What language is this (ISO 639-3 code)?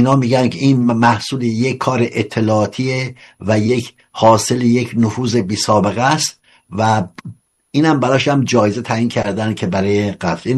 fas